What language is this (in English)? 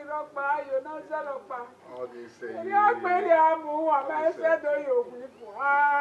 Bini